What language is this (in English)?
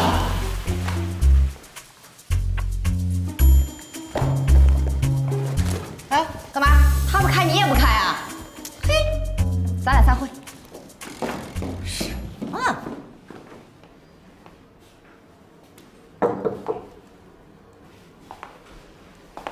Chinese